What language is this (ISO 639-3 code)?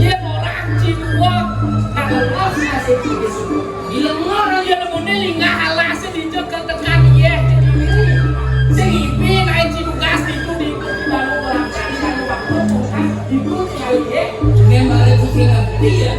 ban